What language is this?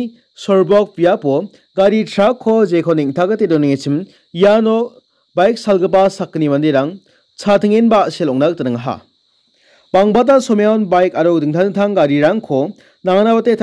Garo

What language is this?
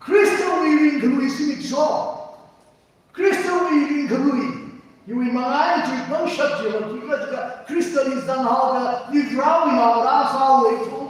Tangkhul Naga (India)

